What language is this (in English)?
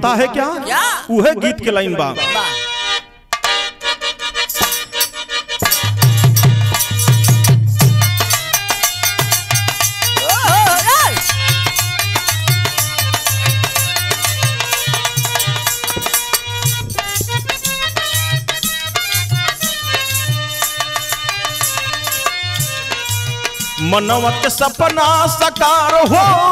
Bhojpuri